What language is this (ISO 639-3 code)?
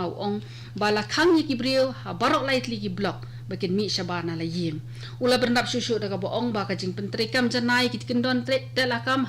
kha